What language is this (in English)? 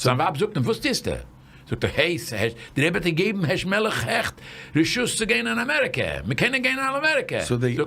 Yiddish